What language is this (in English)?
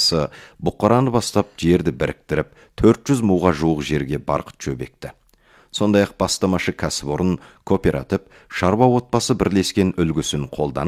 Kazakh